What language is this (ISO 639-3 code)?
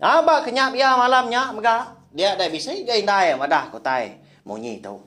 iba